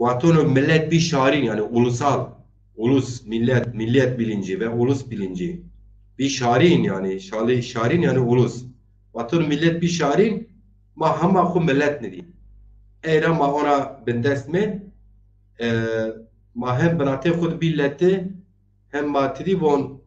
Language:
Zaza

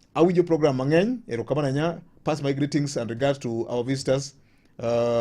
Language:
Luo (Kenya and Tanzania)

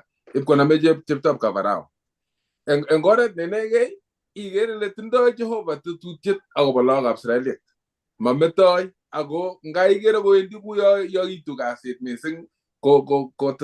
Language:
Kalenjin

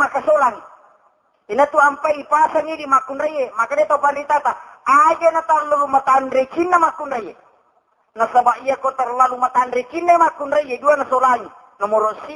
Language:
Buginese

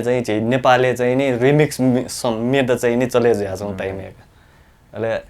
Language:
Newari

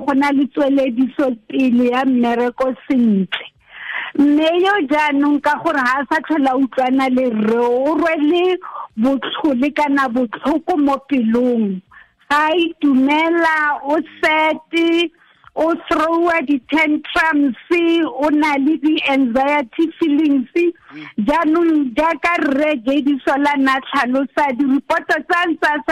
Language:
Tswana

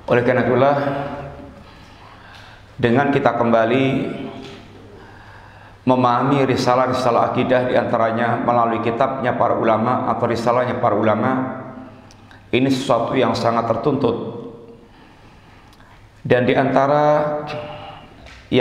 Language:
Indonesian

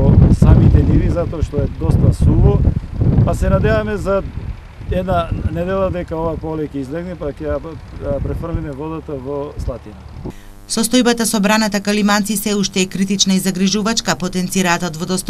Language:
Macedonian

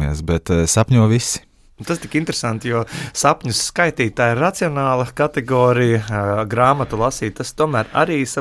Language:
Latvian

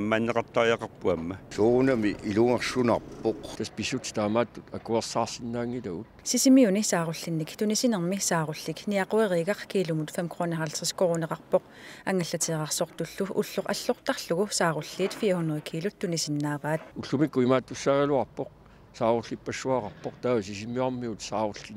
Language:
Kalaallisut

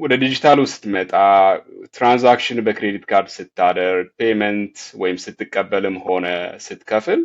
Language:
Amharic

